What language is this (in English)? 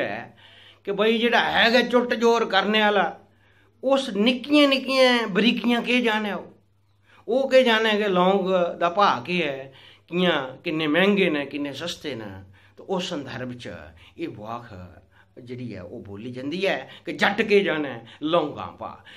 Dogri